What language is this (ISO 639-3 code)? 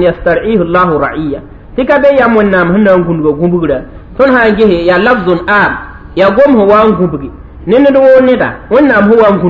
mos